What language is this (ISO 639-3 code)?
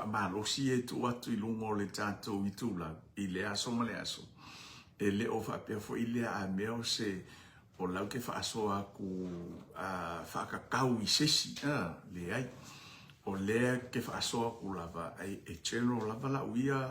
smo